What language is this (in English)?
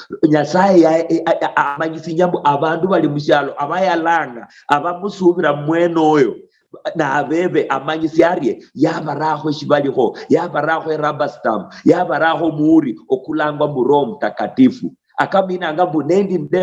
Luyia